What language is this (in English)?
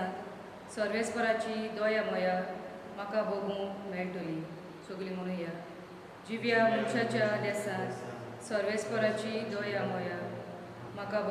Konkani